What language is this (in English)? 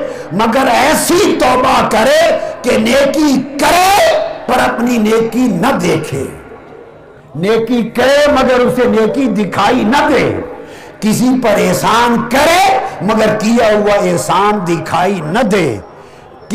Urdu